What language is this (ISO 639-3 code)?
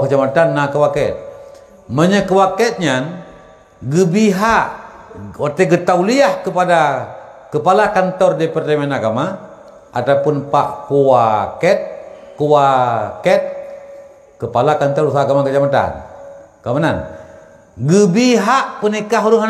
ace